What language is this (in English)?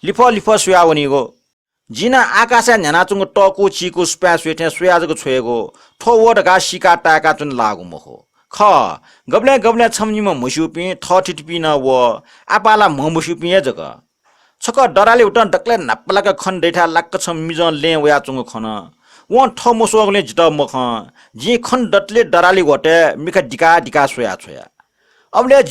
Newari